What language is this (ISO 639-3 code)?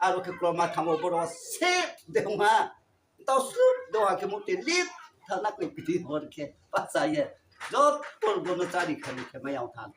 ria